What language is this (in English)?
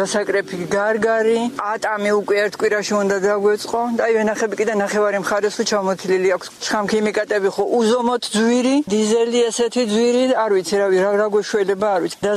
Georgian